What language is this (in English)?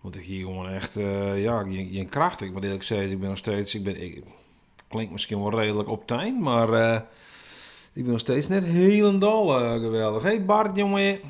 Western Frisian